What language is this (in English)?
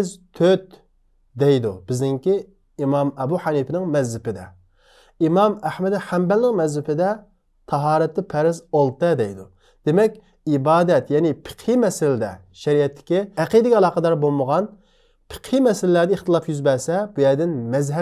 Uyghur